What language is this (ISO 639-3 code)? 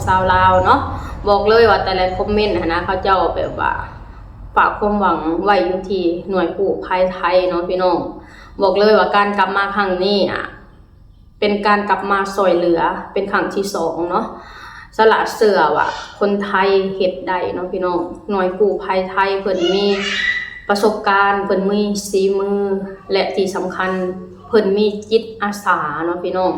lao